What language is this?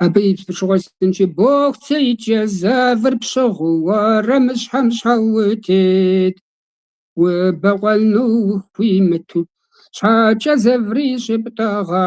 Kabardian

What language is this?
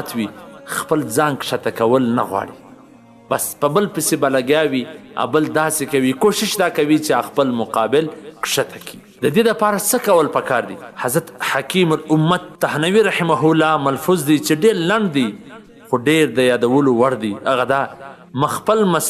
Pashto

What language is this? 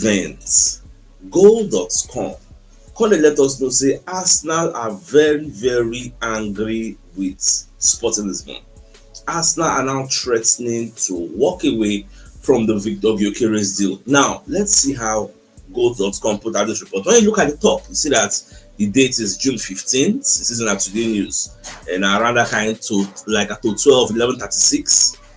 Nigerian Pidgin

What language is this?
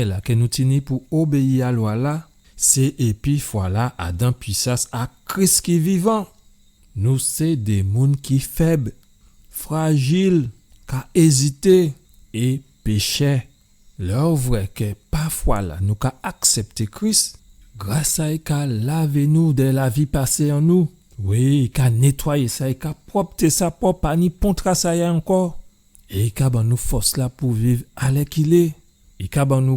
Guadeloupean Creole French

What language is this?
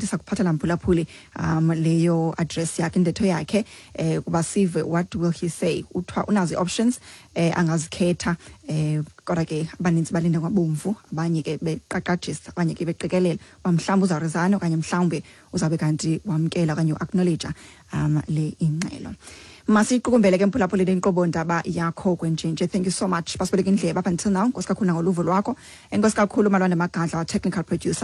Xhosa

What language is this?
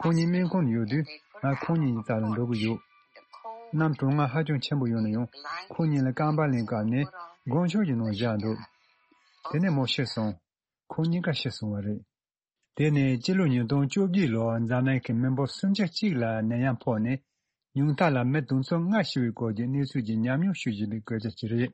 Tibetan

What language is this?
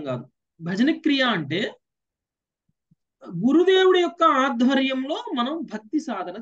Telugu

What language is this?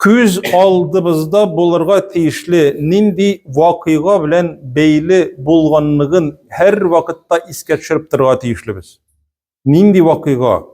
Tatar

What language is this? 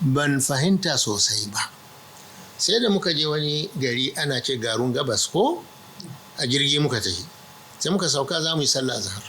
Hausa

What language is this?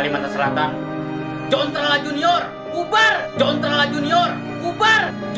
Banjar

